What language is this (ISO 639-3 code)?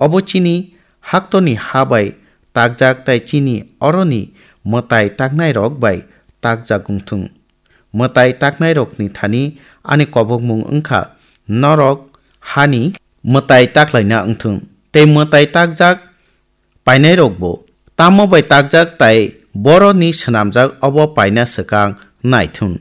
trp